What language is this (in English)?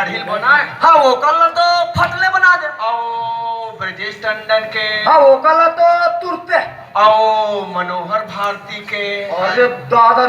Chhattisgarhi